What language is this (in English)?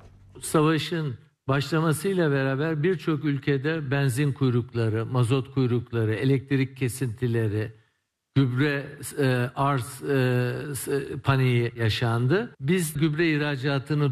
Turkish